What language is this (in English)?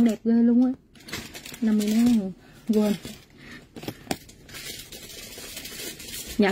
Vietnamese